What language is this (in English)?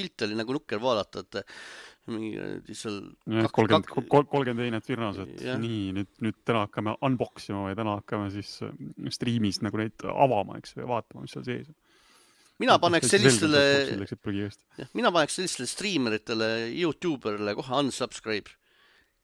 Estonian